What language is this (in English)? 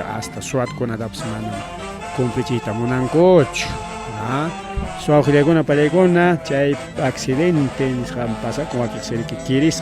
Ayacucho Quechua